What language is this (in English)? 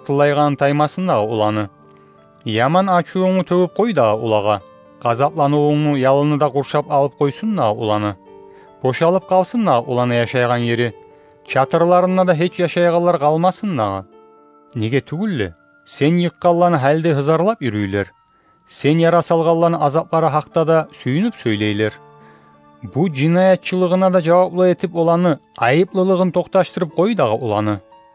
Kumyk